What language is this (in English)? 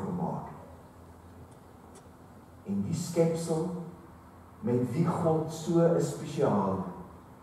Afrikaans